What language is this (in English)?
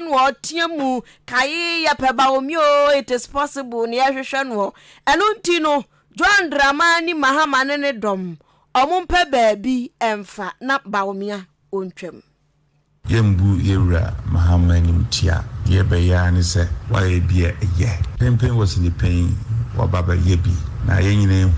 Akan